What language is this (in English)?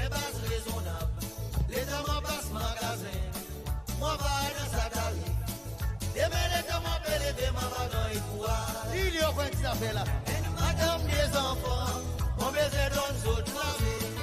Seselwa Creole French